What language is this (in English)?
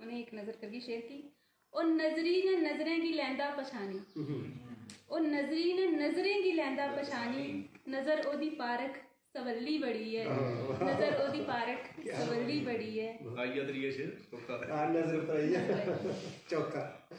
Dogri